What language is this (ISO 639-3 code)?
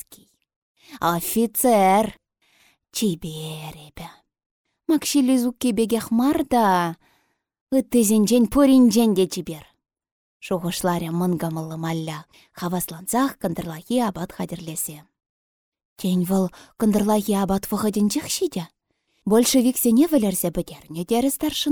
chv